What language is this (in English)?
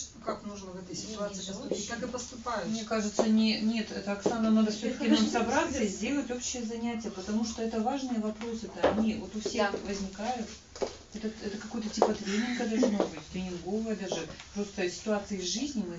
Russian